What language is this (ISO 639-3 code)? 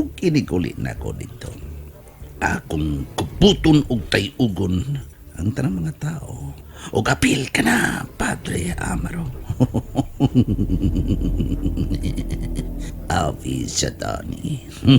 ceb